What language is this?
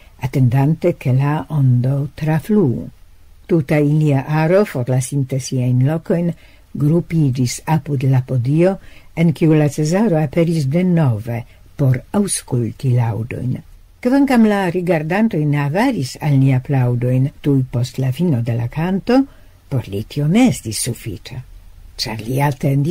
Esperanto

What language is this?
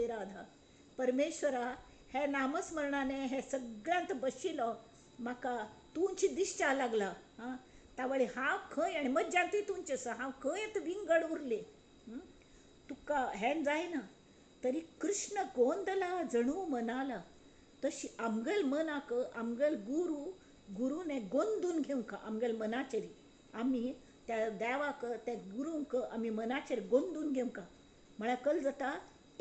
Konkani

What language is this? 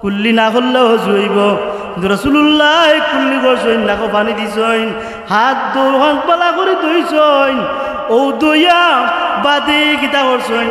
Sylheti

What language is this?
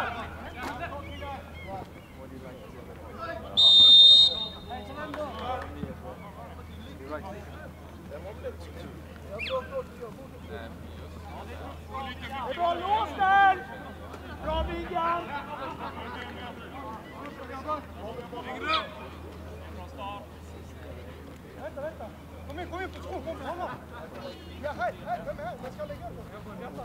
Swedish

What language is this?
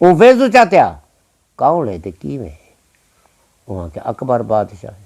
Saraiki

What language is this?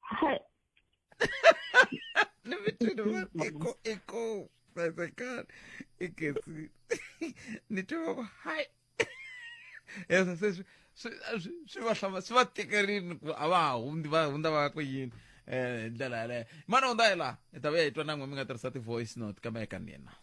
Tsonga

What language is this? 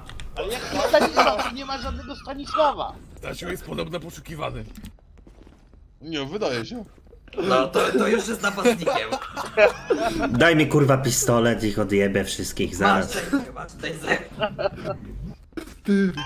Polish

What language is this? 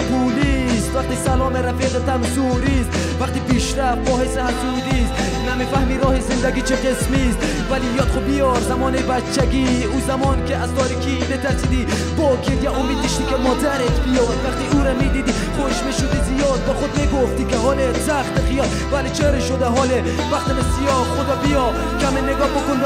Persian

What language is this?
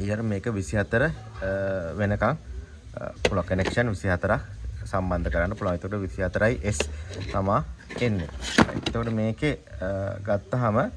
Sinhala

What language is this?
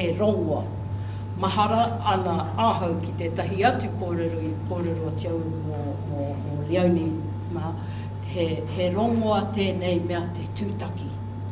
Māori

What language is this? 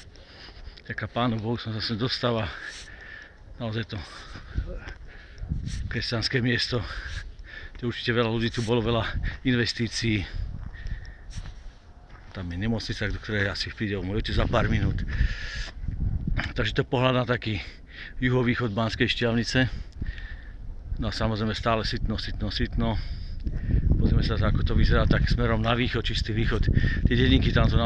Slovak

